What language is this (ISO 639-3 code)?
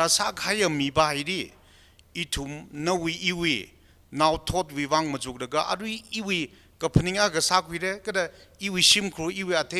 nmf